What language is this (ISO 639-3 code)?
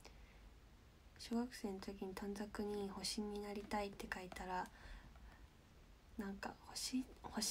jpn